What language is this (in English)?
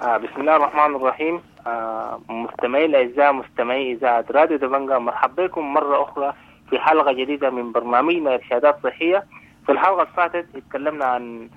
Sudanese Arabic